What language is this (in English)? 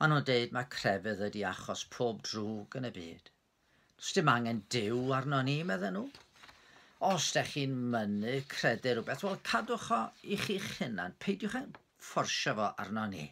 Welsh